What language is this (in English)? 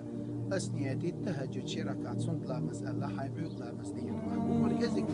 Chechen